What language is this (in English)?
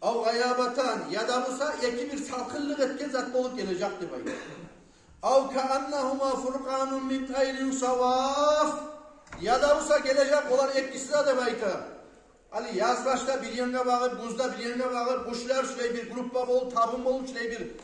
Kumyk